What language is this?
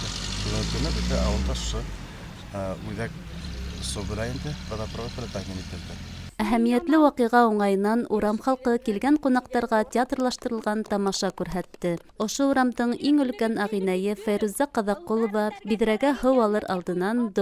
Bashkir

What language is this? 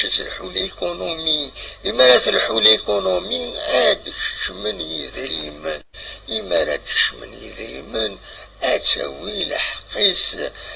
Kabyle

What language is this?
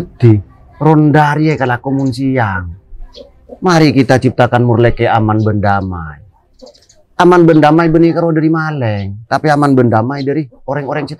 Madurese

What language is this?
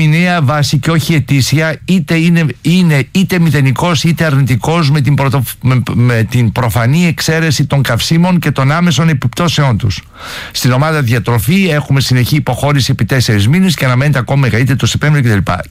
Greek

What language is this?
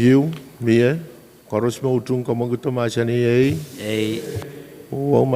Pohnpeian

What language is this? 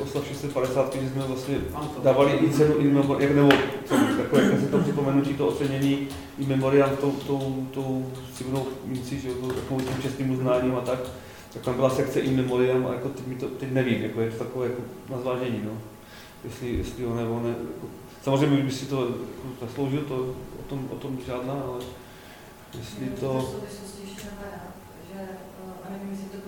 Czech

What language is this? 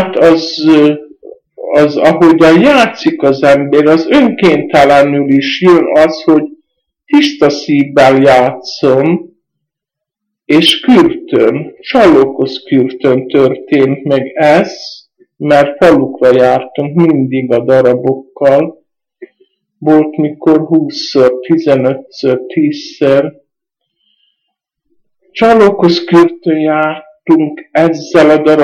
Hungarian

